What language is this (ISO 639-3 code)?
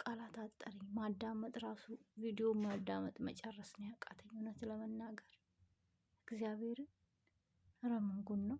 amh